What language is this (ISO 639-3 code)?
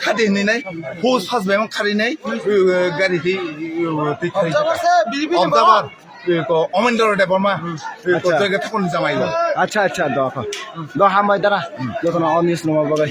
trp